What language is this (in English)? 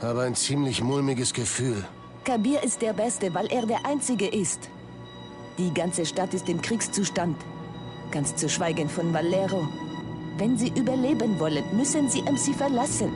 Bavarian